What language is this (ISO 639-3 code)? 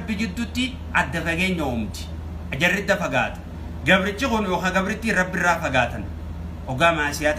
orm